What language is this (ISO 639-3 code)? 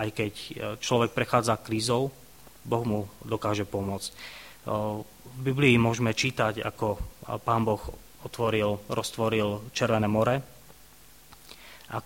slk